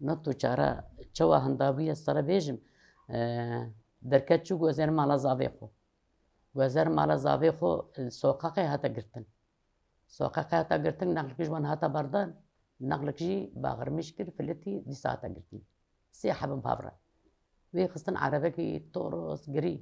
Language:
Kurdish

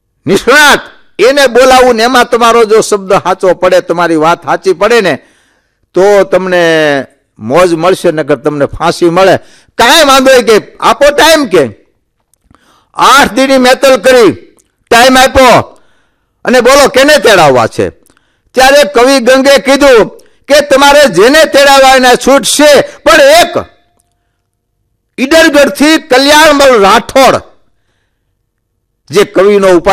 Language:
Gujarati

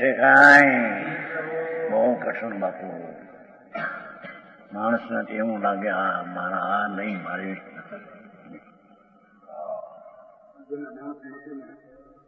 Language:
Gujarati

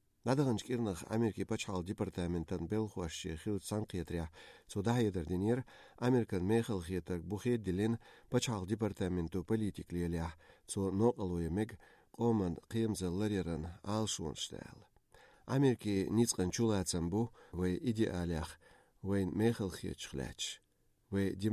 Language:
Chechen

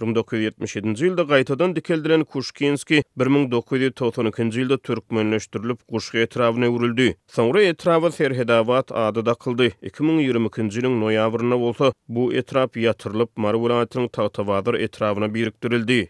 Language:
Turkmen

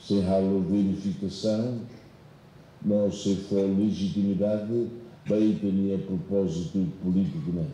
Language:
Tetum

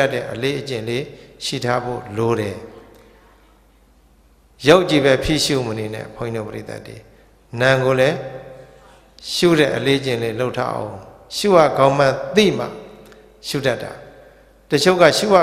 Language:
Burmese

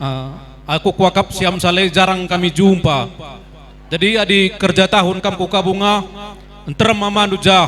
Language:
Batak Karo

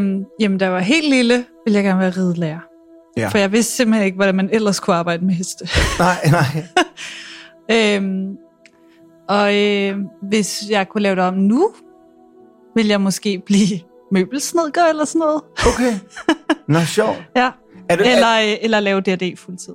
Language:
Danish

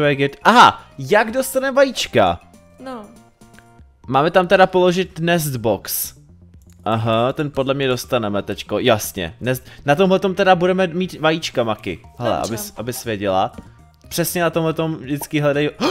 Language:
Czech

